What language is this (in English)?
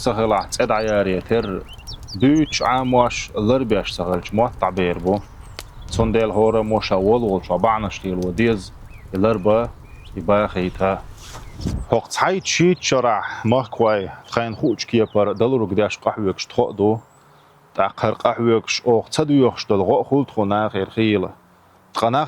Chechen